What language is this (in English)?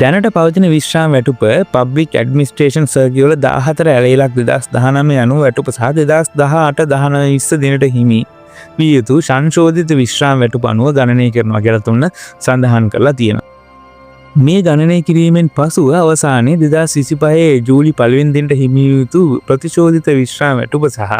Sinhala